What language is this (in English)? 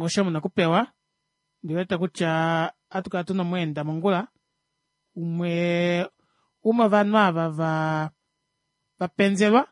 Kuanyama